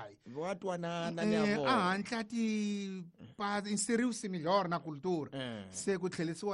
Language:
Tsonga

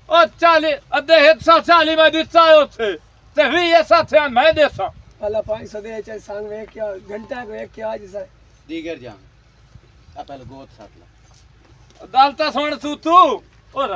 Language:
Punjabi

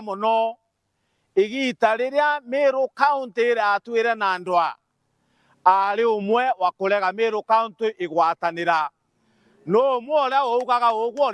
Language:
Meru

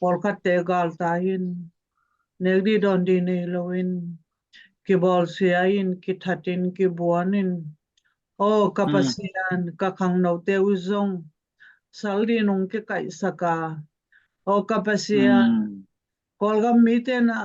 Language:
Tedim Chin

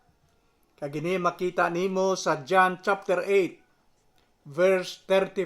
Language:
Hiligaynon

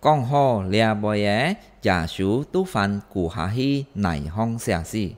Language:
Hakka Chinese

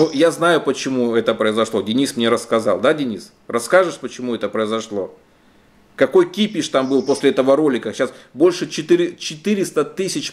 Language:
Russian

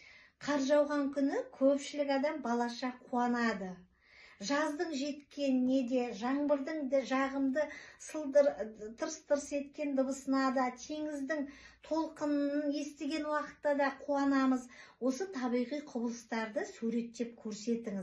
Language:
Kazakh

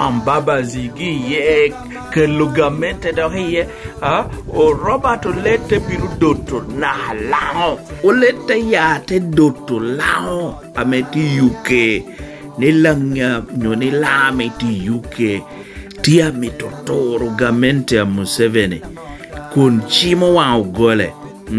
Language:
Lango (Uganda)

